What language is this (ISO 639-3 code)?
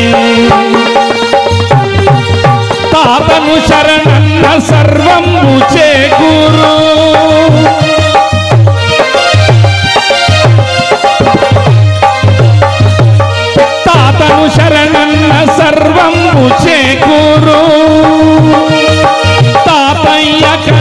tel